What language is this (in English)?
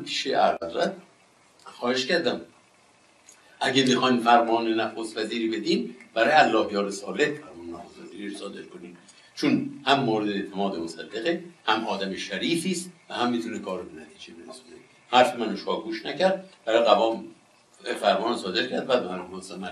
Persian